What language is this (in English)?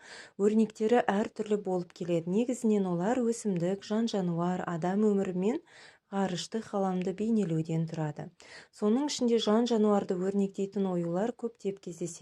Kazakh